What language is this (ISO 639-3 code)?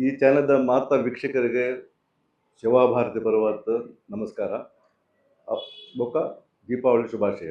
tcy